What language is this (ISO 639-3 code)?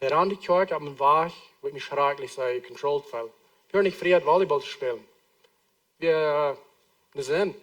pdt